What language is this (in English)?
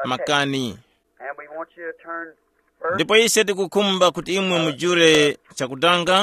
Tumbuka